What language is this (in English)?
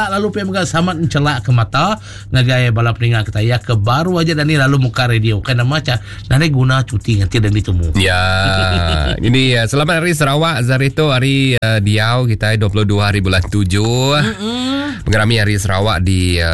Iban